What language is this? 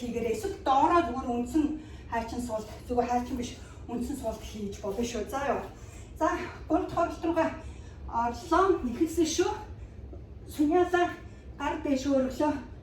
Mongolian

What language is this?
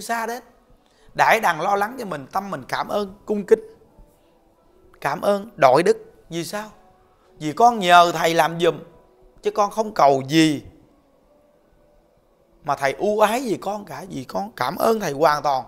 Vietnamese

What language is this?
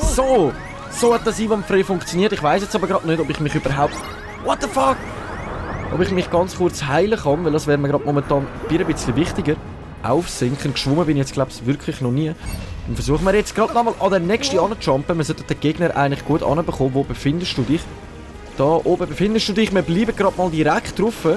Swiss German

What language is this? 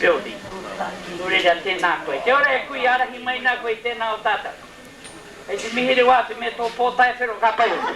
Māori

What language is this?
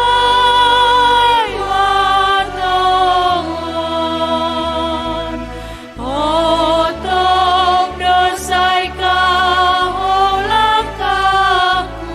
Batak Simalungun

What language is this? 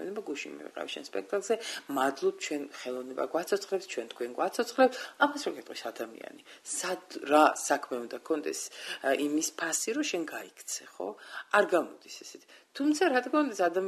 Georgian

